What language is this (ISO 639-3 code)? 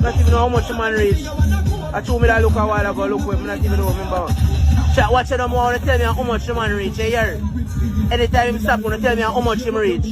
jam